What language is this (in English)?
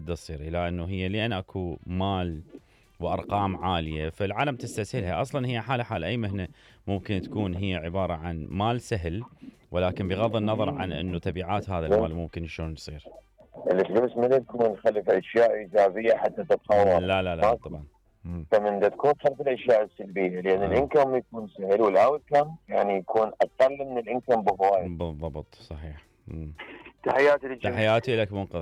Mesopotamian Arabic